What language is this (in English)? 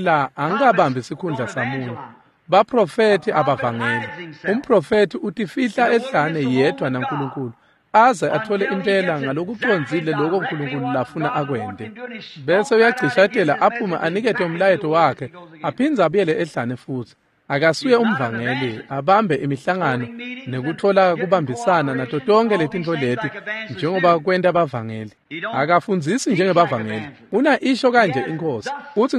Swati